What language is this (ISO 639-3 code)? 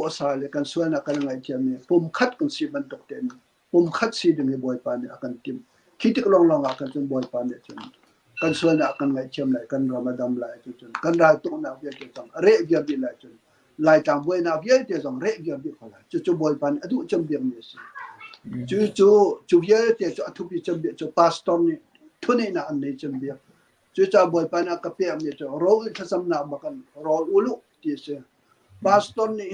cnh